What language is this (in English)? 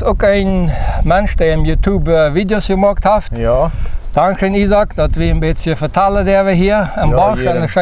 Plautdietsch